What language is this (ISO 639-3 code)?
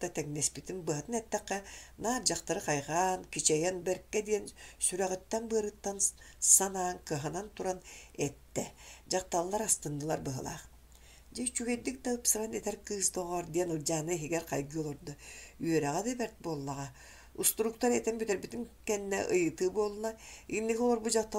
sah